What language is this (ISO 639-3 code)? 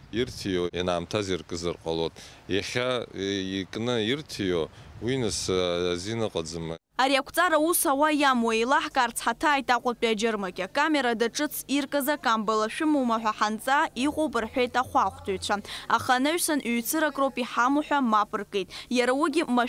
abk